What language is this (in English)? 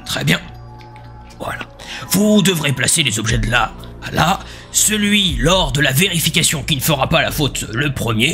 French